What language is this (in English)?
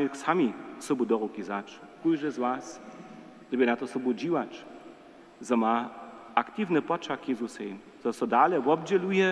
Upper Sorbian